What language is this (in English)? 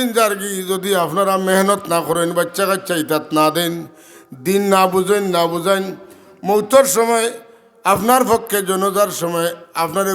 Sylheti